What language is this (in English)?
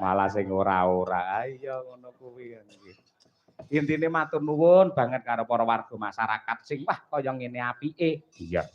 Javanese